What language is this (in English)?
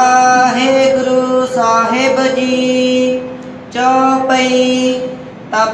Punjabi